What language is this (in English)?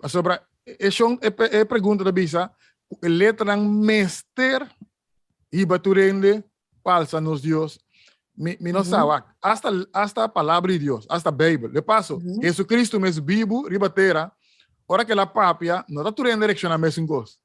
Papiamento